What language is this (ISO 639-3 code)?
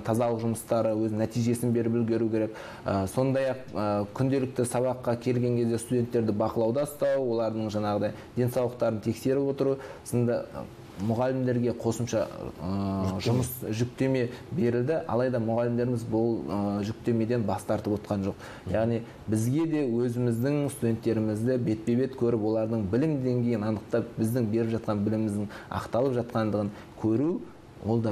kaz